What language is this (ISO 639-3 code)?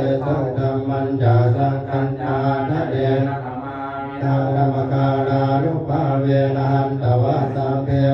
pli